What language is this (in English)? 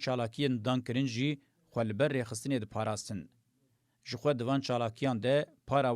Kurdish